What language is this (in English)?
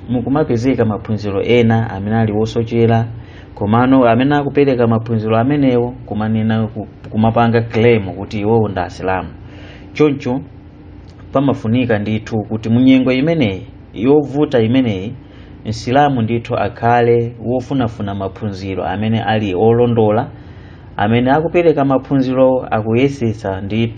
Nyanja